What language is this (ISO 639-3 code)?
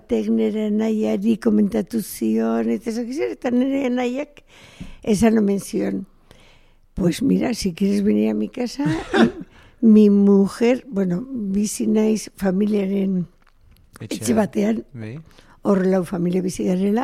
eus